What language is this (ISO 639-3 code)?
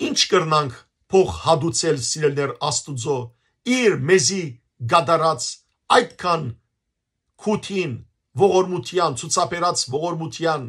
hyw